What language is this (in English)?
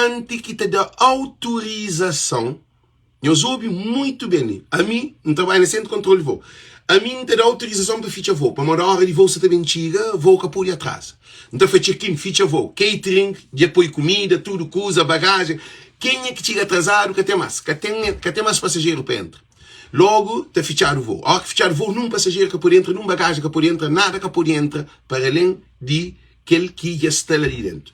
Kabuverdianu